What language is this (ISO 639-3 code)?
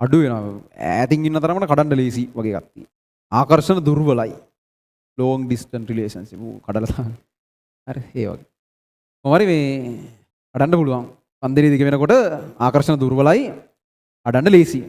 sin